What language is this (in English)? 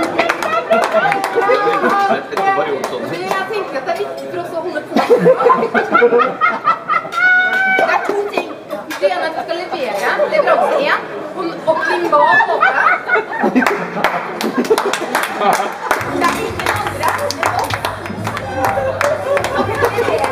Norwegian